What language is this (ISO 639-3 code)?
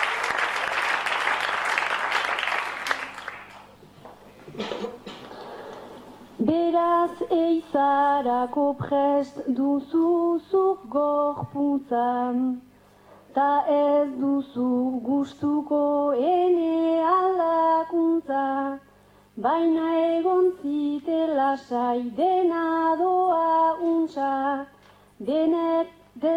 eus